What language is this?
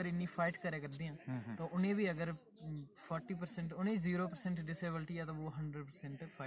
Dogri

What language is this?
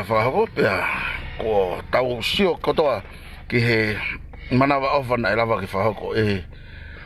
Tongan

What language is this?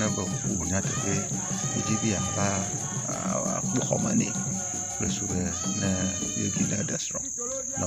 Ewe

